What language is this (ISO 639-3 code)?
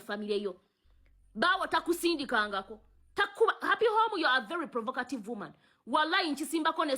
lug